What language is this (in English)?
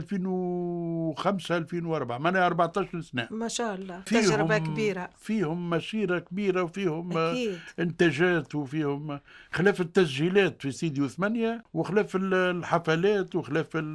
Tunisian Arabic